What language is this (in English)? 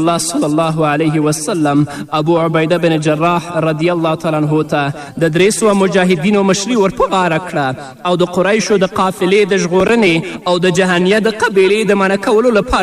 Pashto